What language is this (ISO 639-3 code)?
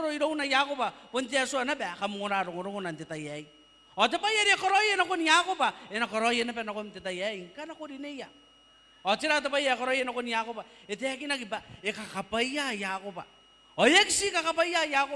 gil